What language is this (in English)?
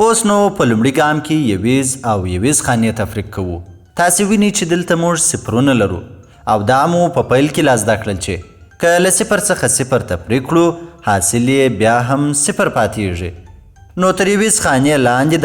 Pashto